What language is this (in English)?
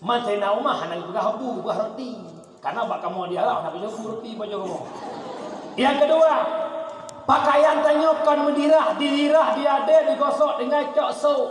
Achinese